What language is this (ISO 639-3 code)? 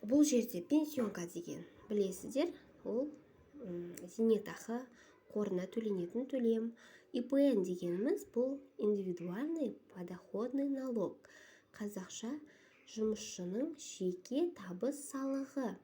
kaz